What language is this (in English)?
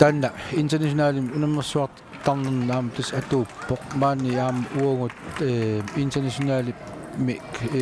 Kalaallisut